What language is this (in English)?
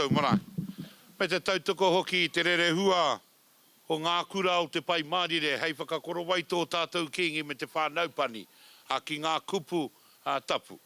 Māori